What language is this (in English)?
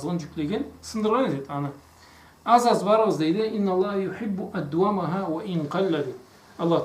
Karachay-Balkar